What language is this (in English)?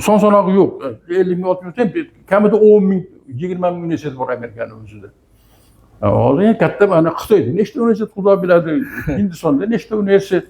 Uzbek